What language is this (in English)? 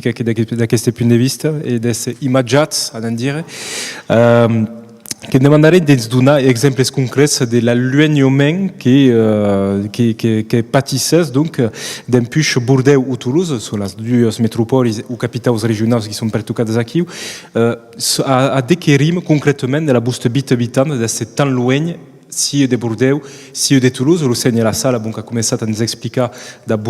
Occitan